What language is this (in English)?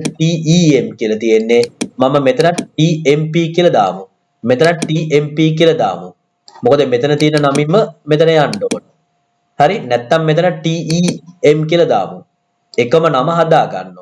Sinhala